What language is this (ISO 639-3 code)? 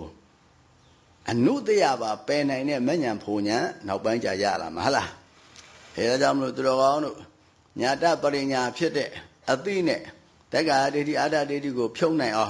mya